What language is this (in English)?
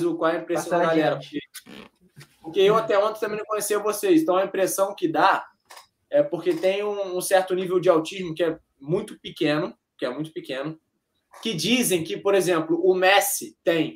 Portuguese